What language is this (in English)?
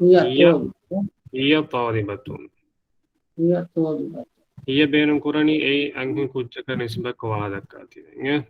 Divehi